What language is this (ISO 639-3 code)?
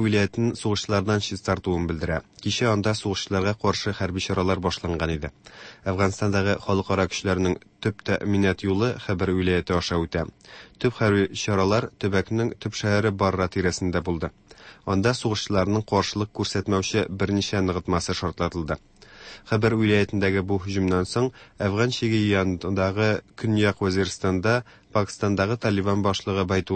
tat